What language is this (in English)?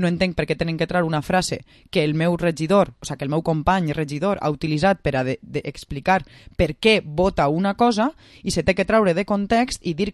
Catalan